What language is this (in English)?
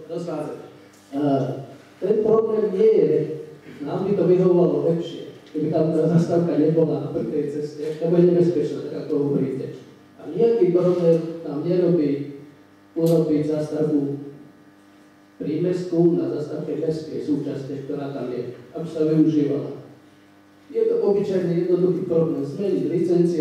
Slovak